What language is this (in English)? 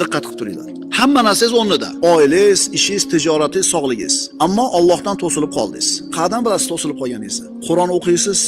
Uzbek